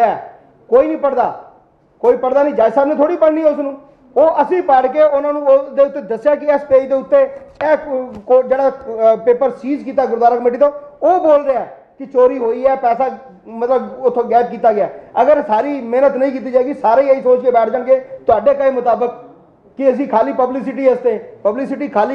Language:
Punjabi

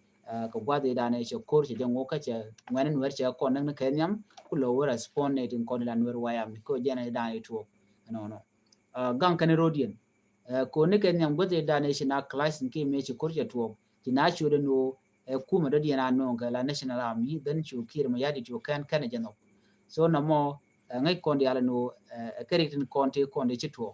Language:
Nuer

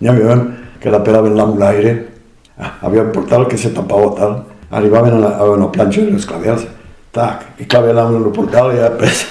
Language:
Occitan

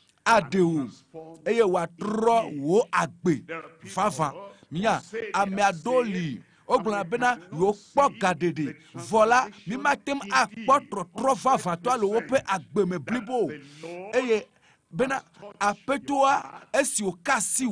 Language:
Ewe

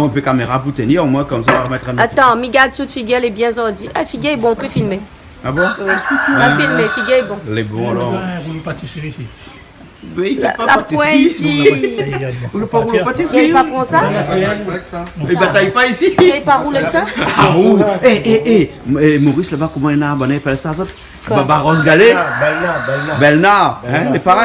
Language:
Réunion Creole French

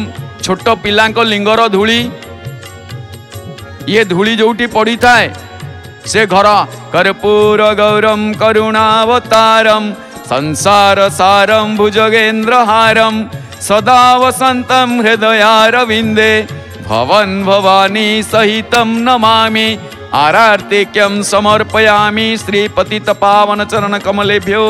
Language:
Odia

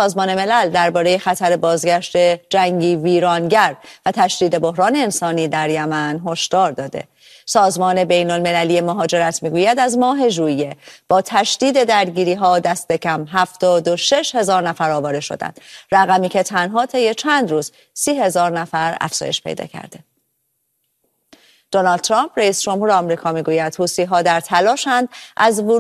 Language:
Persian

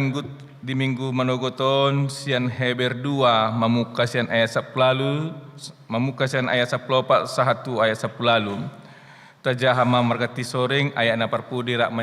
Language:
Batak Toba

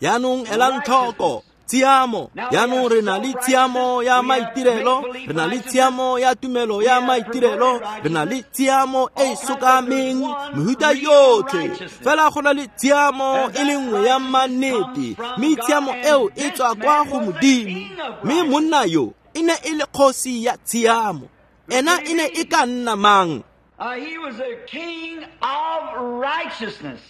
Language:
Tswana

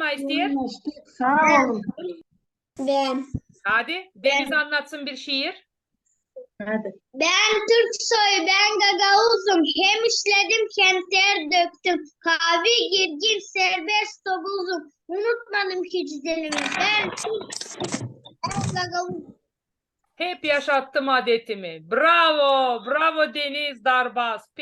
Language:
Gagauz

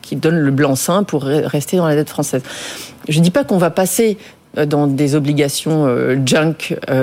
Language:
French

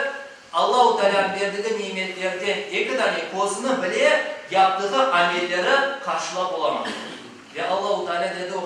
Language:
Crimean Tatar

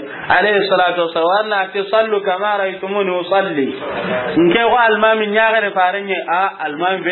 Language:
Soninke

